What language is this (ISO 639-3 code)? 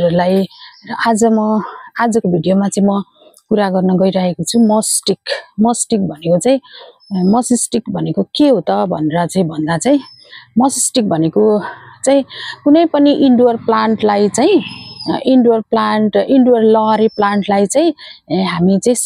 nep